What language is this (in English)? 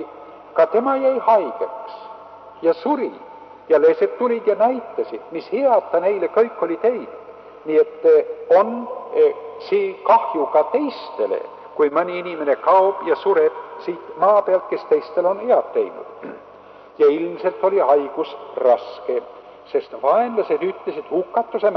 Estonian